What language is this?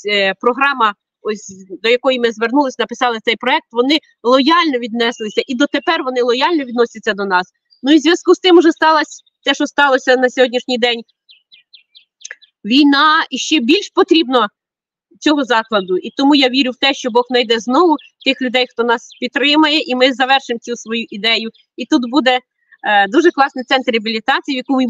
Ukrainian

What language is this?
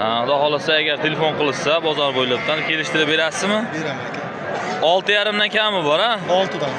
Uzbek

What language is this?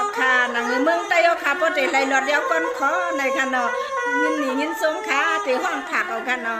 Shan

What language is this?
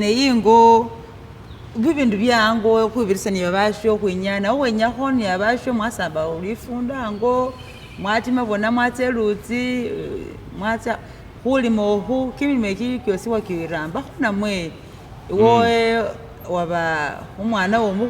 Masaaba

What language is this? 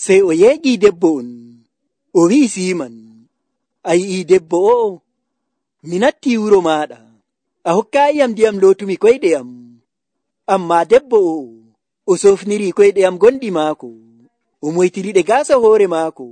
Nigerian Fulfulde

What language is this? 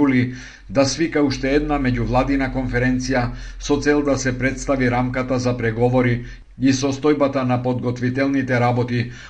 Macedonian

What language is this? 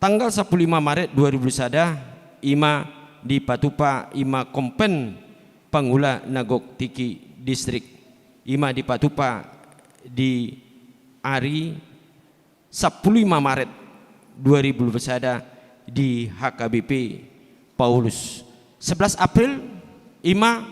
Batak Toba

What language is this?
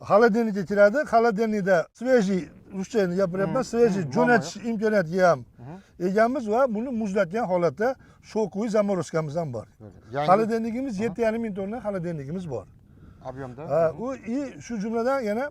Uzbek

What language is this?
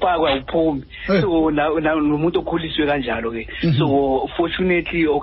Xhosa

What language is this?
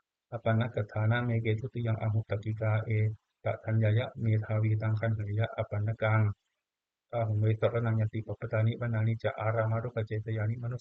Pali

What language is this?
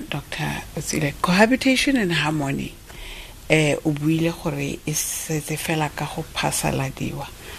Tswana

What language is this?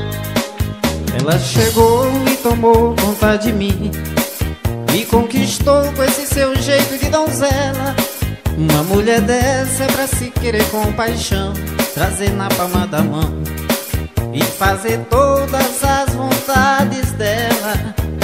Portuguese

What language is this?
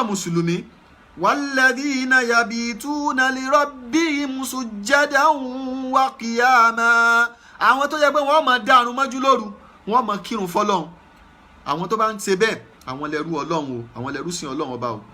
Yoruba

